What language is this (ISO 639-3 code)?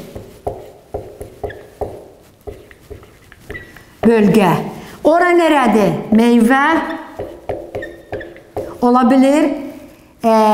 tur